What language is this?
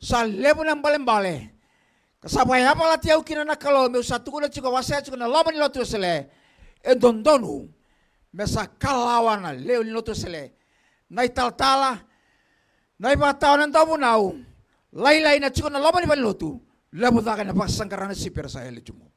Fijian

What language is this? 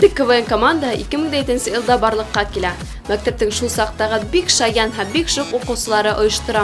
Bashkir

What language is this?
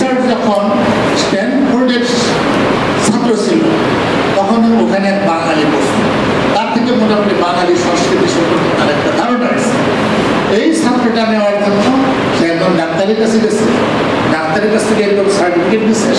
Bangla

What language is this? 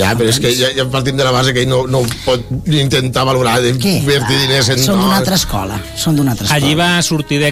Catalan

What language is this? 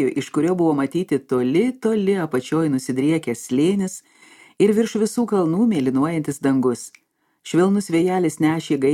Lithuanian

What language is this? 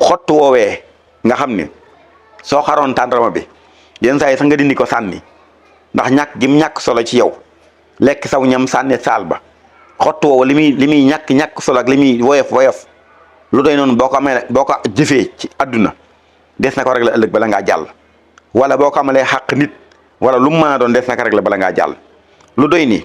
Wolof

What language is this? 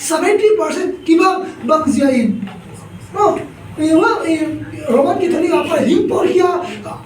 Tedim Chin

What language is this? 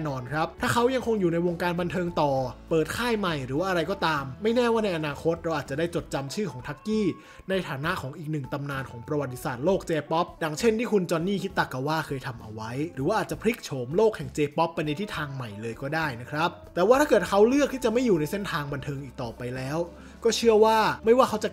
Thai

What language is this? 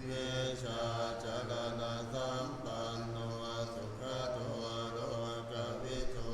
Pali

